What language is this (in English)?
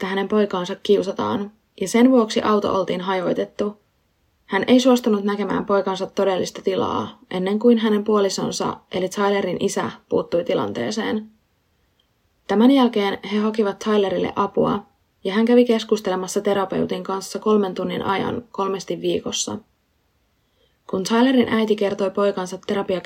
Finnish